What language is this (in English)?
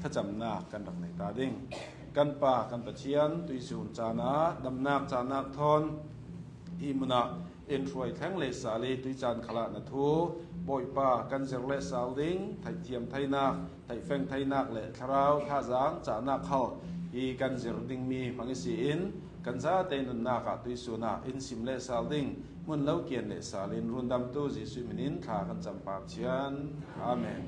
Hakha Chin